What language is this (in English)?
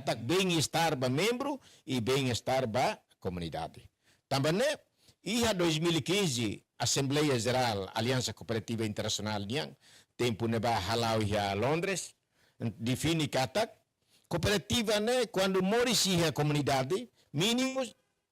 Tetum